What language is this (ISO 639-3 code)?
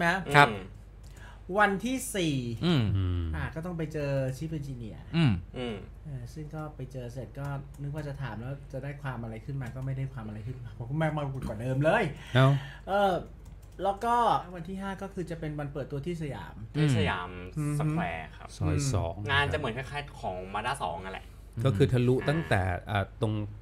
tha